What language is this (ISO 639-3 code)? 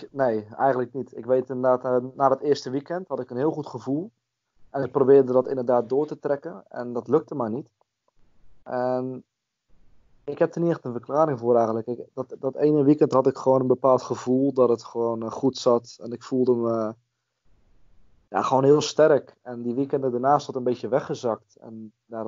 nld